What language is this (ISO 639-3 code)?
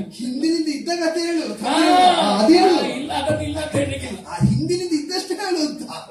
kan